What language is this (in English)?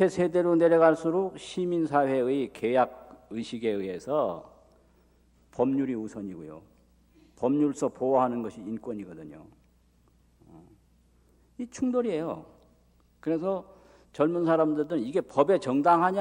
Korean